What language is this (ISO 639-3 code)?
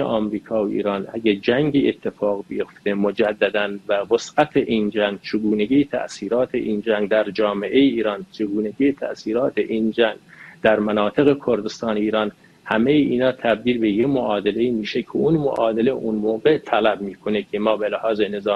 fas